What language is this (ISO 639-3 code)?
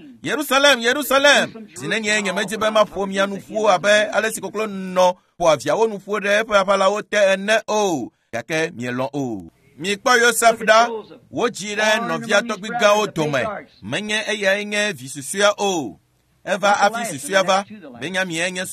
ewe